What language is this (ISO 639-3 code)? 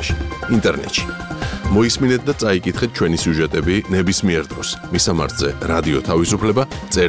kat